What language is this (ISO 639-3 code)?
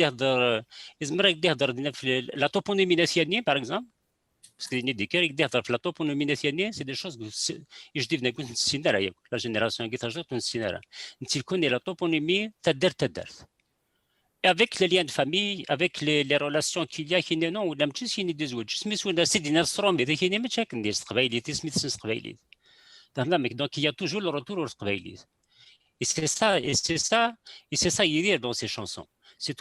kab